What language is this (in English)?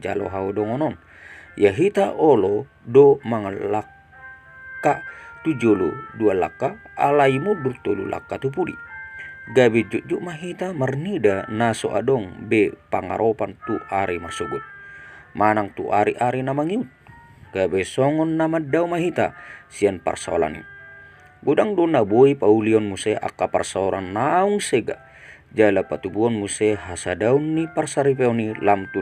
Batak Toba